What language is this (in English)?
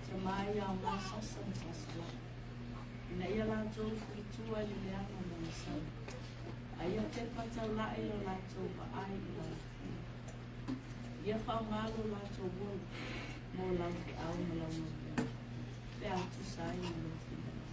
Samoan